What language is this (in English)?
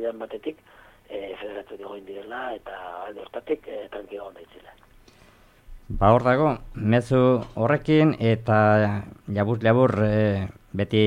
Basque